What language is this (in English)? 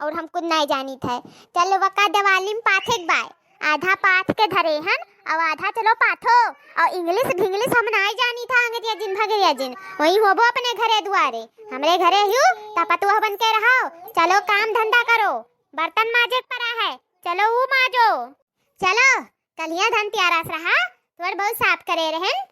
Awadhi